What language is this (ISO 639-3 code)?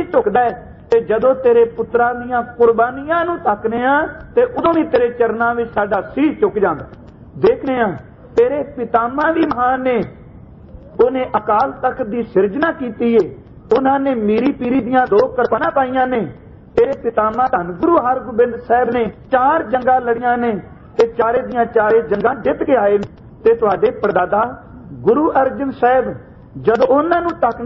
pan